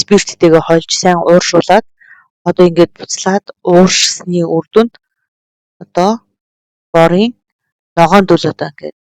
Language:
Mongolian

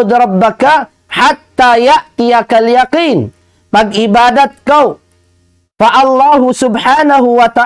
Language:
Tausug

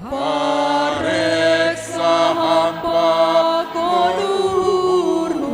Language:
Batak Simalungun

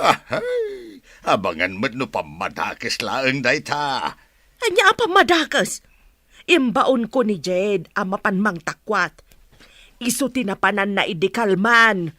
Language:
Iloko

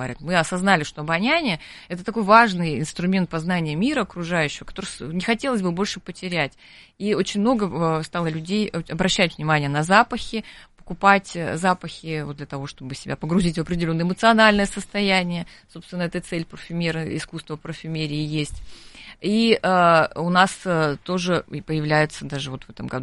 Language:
Russian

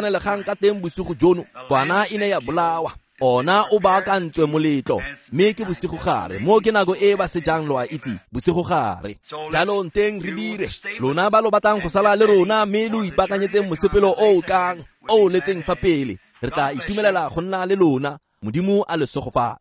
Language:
Tswana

